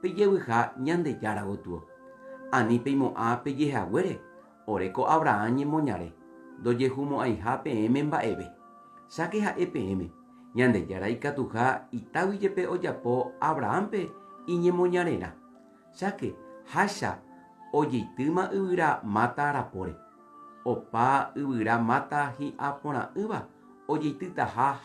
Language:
Guarani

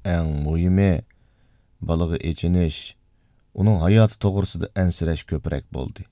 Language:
Uyghur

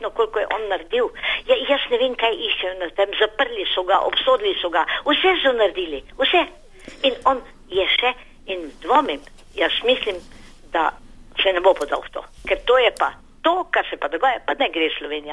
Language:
Slovenian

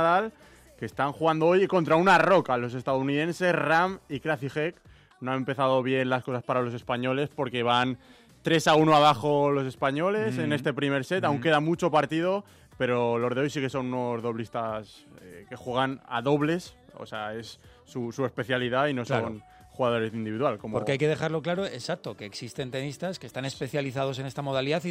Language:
Spanish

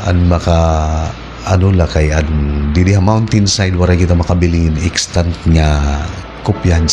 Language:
Waray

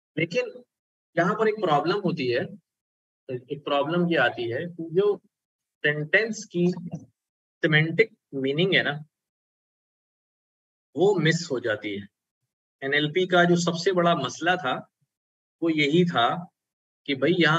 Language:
Hindi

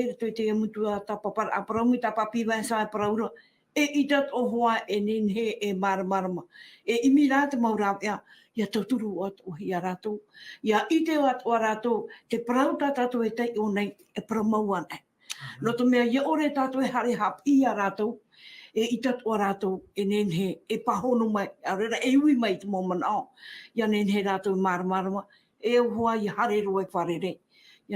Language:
Tahitian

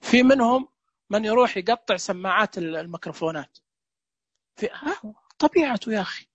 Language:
Najdi Arabic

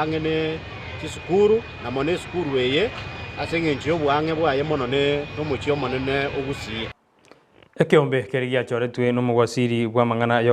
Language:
Gusii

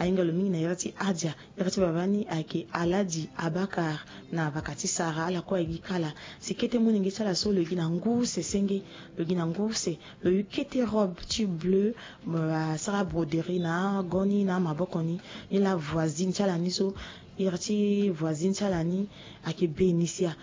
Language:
Sango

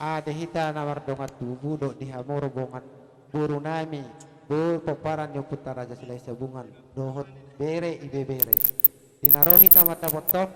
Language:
Batak Toba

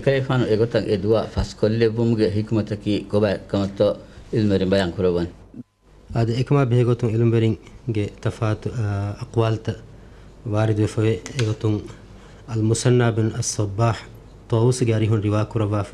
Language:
Divehi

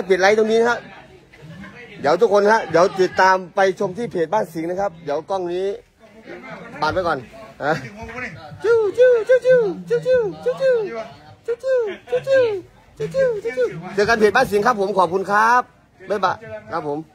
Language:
Thai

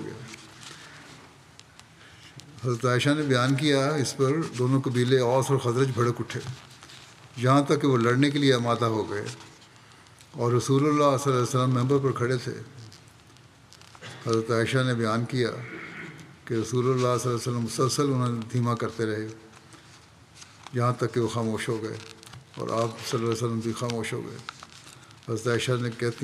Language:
Urdu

